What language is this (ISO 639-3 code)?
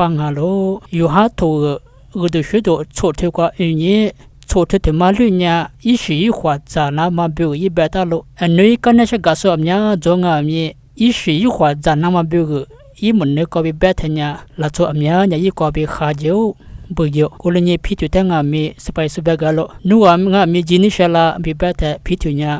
lis